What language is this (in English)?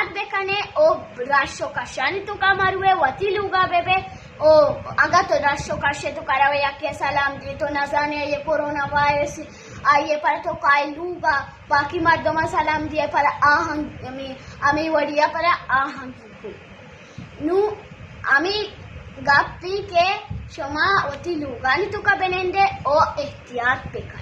Baluchi